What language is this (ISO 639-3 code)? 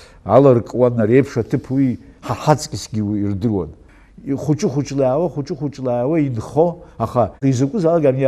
abk